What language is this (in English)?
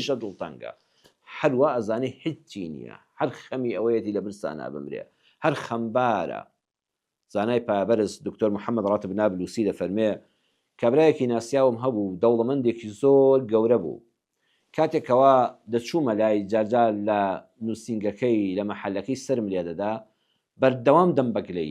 Central Kurdish